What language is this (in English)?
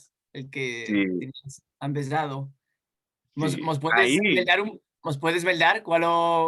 Ladino